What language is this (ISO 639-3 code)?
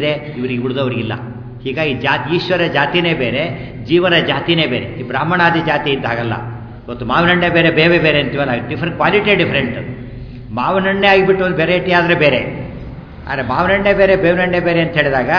kan